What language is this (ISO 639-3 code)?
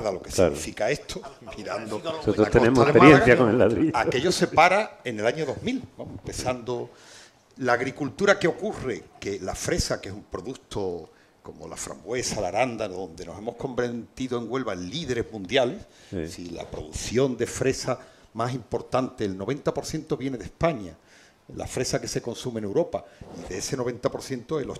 spa